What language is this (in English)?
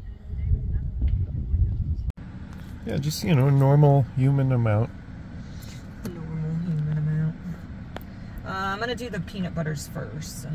English